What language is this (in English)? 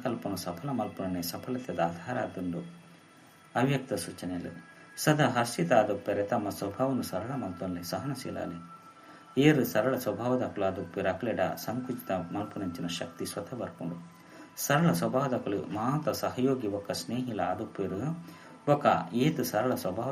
Tulu